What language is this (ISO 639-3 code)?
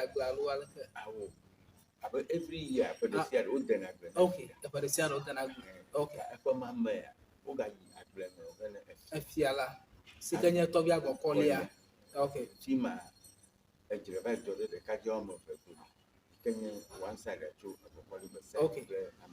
ewe